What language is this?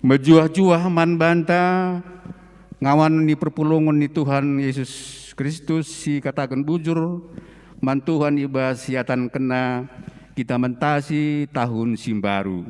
Batak Karo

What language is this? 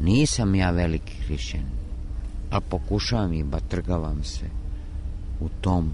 Serbian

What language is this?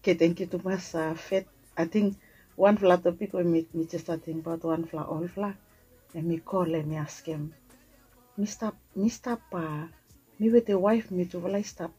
Bislama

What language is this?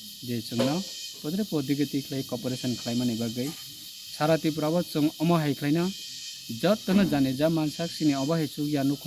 Kok Borok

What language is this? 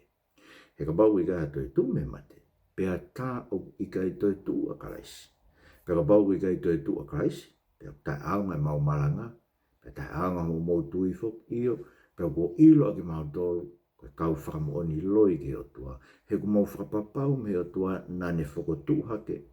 Tongan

